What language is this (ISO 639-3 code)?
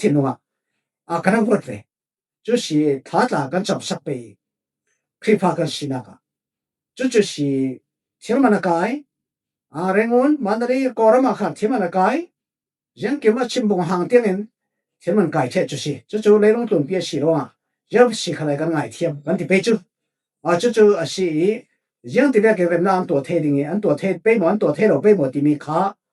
cfm